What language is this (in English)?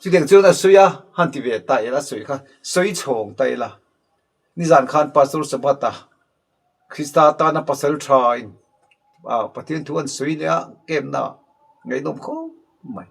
Mizo